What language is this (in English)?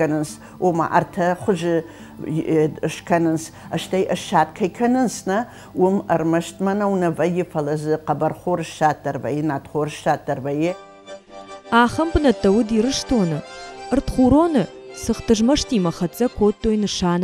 Ossetic